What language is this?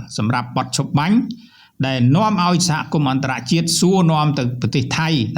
Khmer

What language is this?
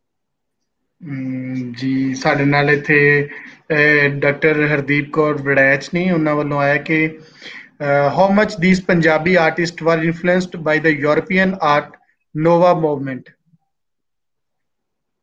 Punjabi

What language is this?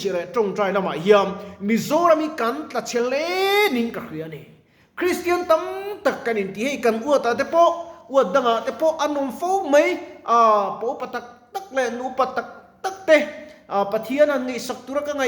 Mizo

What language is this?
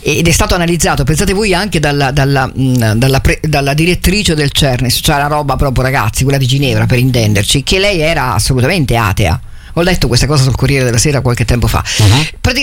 Italian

